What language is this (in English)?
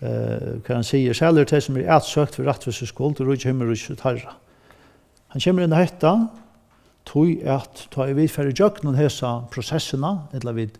Faroese